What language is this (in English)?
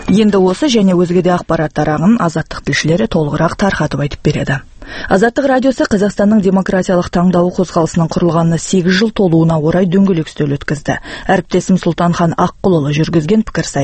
Kazakh